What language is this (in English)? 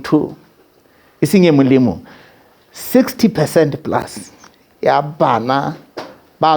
Southern Sotho